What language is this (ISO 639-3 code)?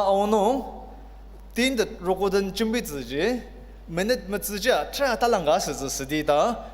njo